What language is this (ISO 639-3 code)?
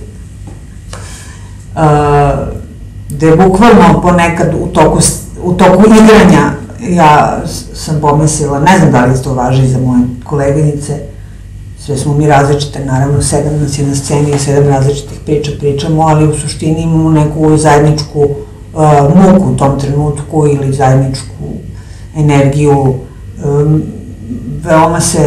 srp